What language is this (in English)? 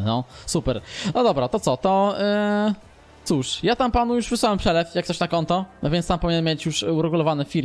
Polish